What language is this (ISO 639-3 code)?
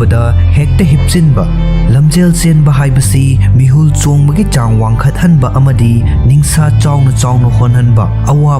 mni